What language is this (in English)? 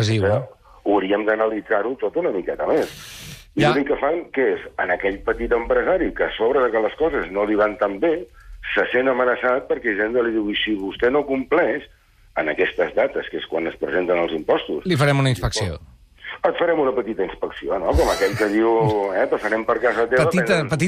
Catalan